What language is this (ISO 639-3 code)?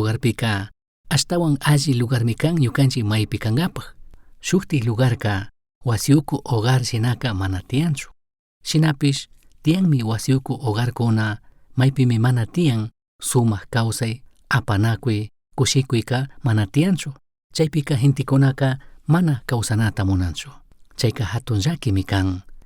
qug